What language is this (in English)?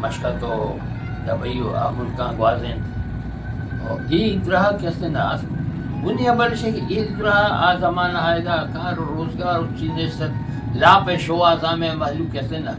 Eastern Balochi